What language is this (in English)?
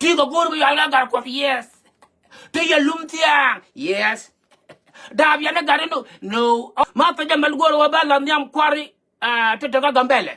Nuer